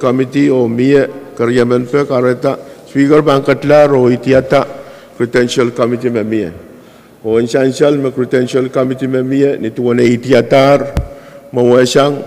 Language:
Pohnpeian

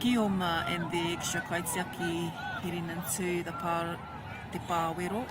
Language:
Māori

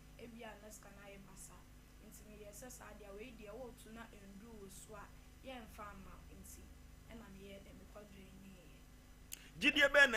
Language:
Akan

